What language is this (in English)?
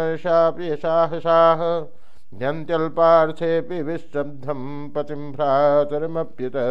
Sanskrit